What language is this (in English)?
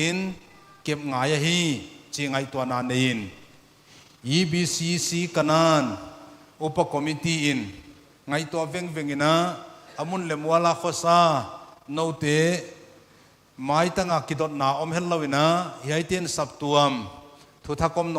Paite Chin